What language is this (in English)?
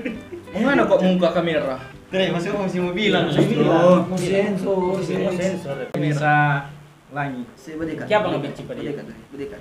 Manado Malay